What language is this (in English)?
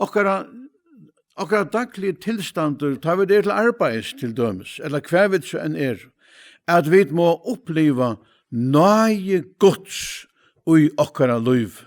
Faroese